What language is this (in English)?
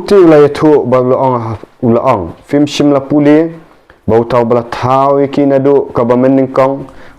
Khasi